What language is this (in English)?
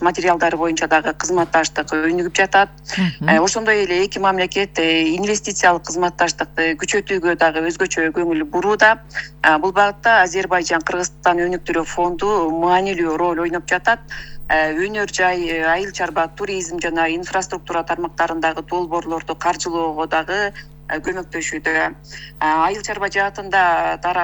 Kyrgyz